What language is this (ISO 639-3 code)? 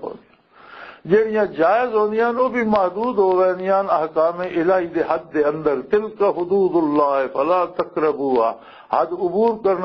lah